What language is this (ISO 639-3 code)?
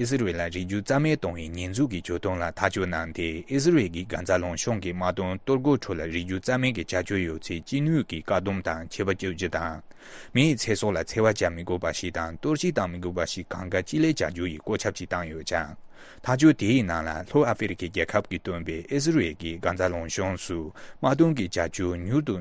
bod